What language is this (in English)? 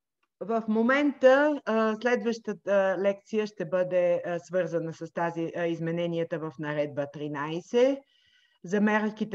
Bulgarian